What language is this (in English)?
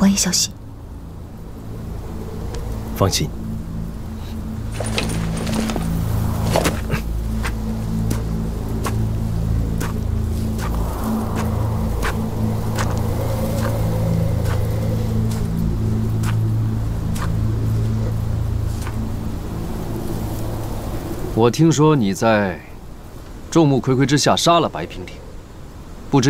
Chinese